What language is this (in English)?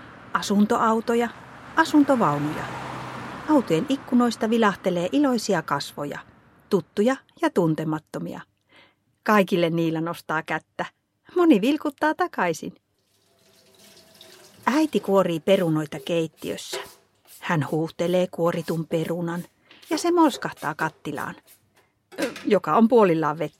Finnish